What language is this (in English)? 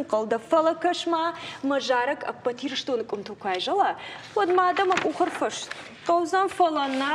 Ossetic